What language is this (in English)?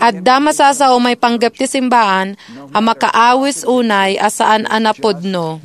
Iloko